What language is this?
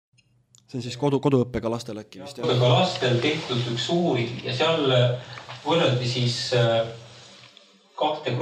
Estonian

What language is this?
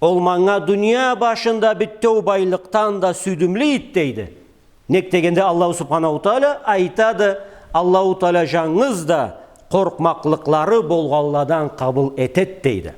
Karachay-Balkar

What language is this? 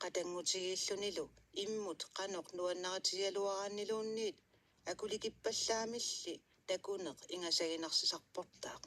Kalaallisut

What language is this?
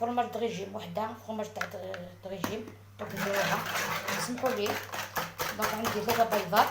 Algerian Arabic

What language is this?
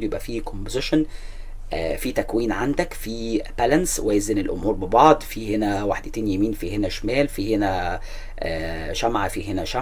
Egyptian Arabic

